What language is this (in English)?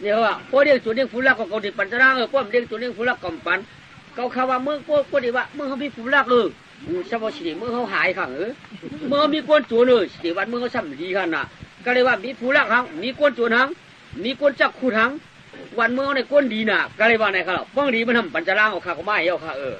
Shan